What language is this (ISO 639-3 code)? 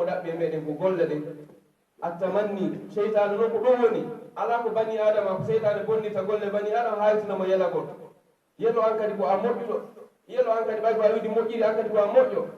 fuf